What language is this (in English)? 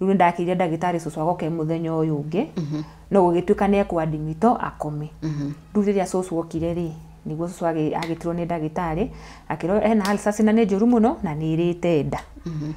Kikuyu